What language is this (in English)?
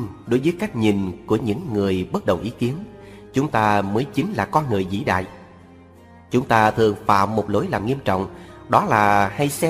Vietnamese